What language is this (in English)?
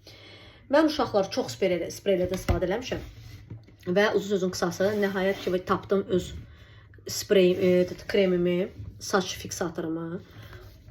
Azerbaijani